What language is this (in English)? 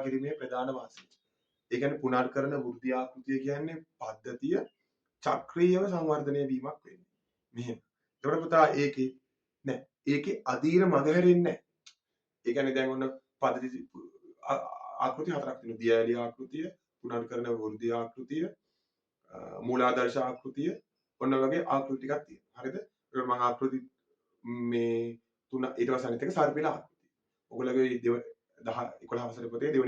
Sinhala